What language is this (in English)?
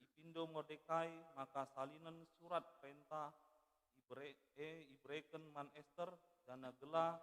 Batak Karo